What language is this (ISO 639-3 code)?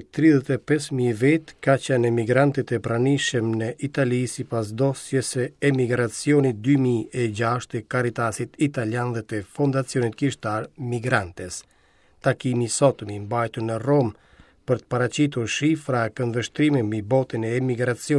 sqi